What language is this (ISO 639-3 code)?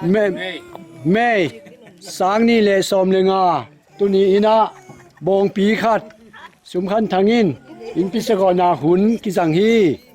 ctd